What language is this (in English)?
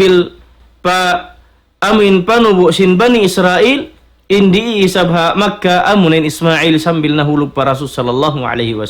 Tausug